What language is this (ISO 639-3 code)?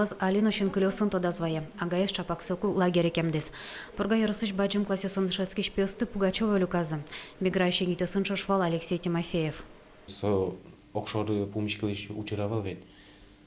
udm